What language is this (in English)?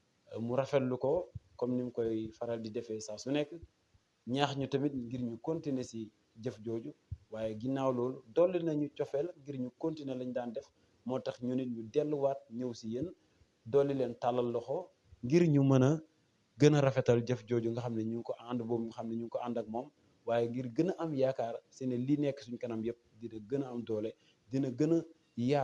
Wolof